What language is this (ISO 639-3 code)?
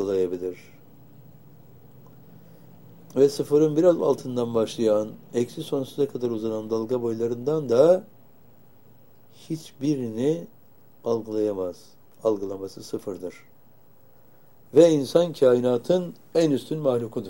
tur